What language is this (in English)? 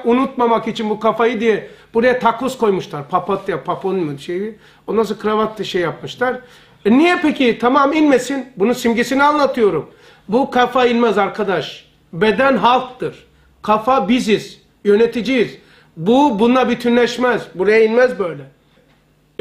Turkish